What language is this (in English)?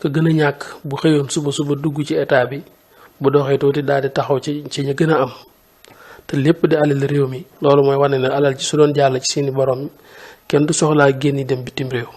Wolof